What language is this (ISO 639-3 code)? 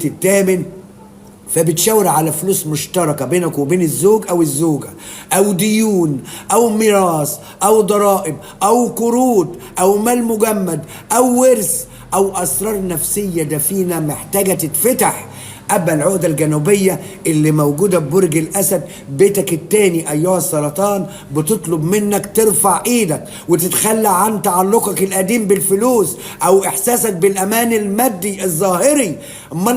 arz